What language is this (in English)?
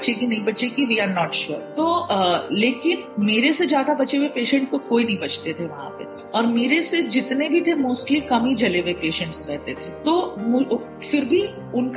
Hindi